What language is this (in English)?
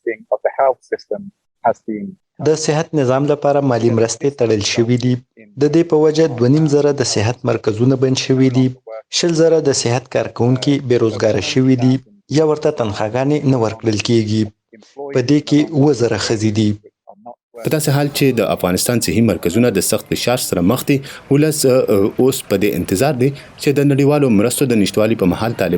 Pashto